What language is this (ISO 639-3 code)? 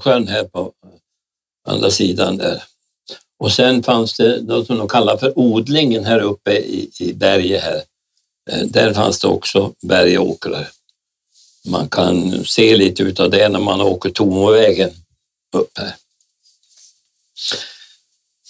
swe